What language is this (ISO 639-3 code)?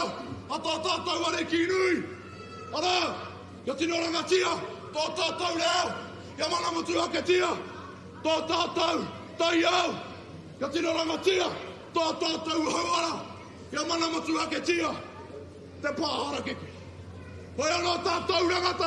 mri